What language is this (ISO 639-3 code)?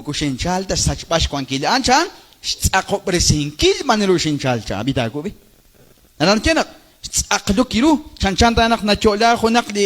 kek